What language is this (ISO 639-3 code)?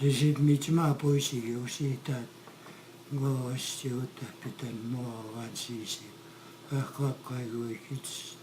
crk